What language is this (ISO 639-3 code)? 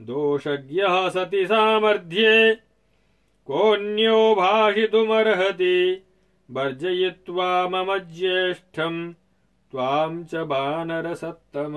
san